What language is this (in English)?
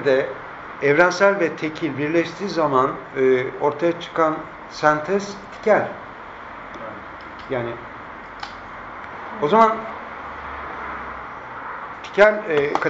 Turkish